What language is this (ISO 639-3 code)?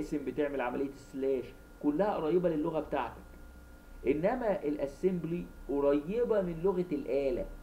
arz